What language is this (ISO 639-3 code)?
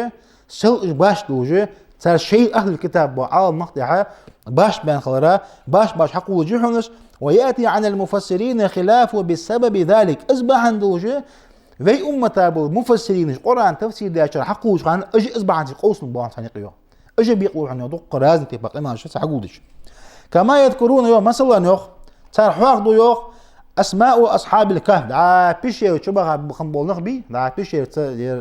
inh